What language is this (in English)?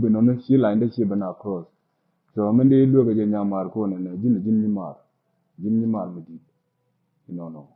Nuer